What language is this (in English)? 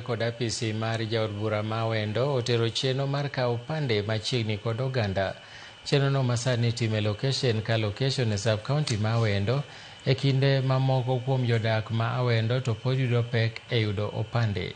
Luo (Kenya and Tanzania)